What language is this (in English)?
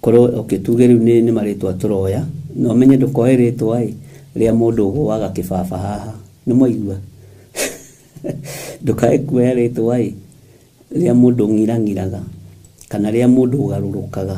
Kikuyu